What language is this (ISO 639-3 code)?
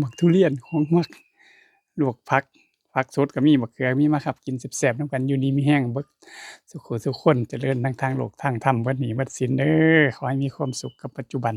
tts